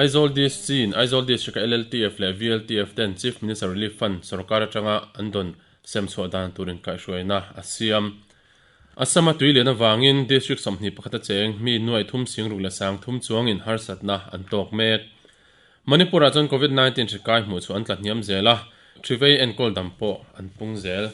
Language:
Mizo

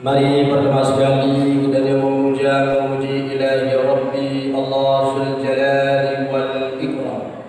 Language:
Achinese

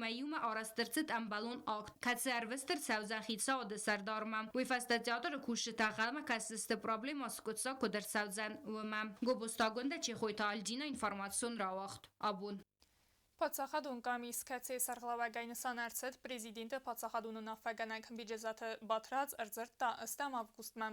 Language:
Ossetic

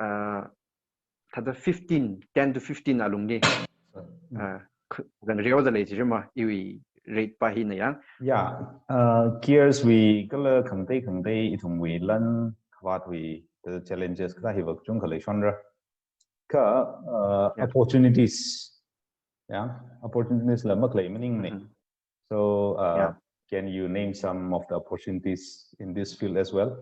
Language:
Tangkhul Naga (India)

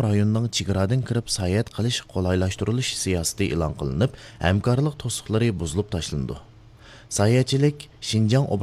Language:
Uyghur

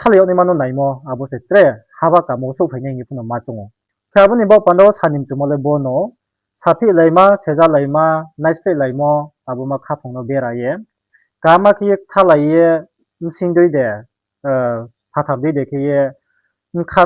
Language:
Riang (India)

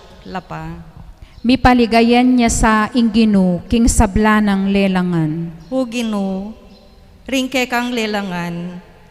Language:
Pampanga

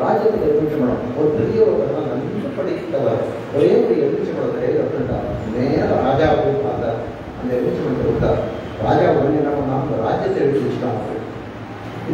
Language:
Tamil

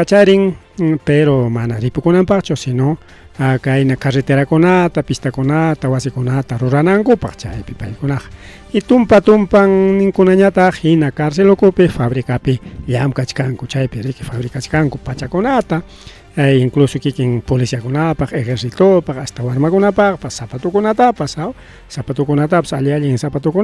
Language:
Ayacucho Quechua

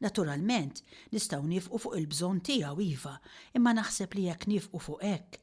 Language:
Maltese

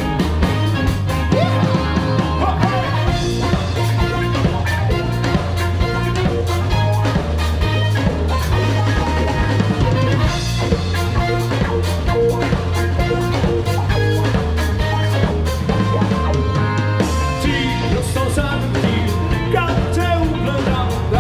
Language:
Croatian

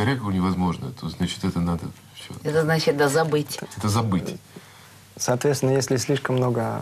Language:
Russian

